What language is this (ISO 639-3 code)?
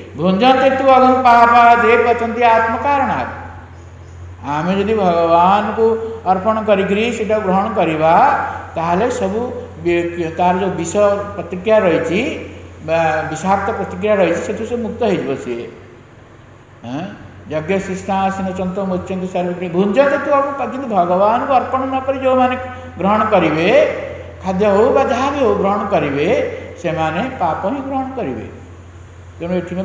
ori